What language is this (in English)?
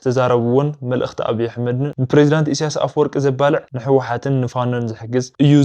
Tigrinya